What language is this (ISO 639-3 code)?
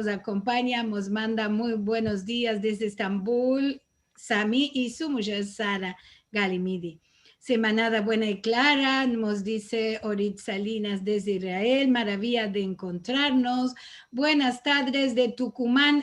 lad